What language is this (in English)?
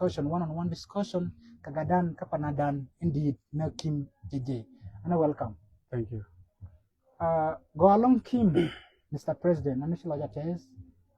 Nuer